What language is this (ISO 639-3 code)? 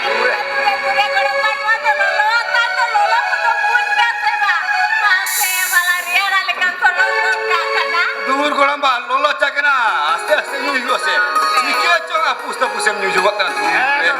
sat